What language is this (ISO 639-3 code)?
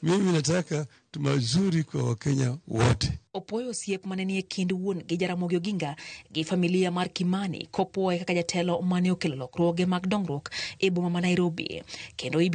luo